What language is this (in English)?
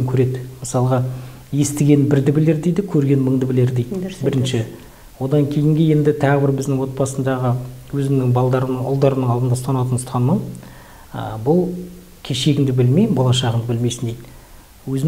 Kazakh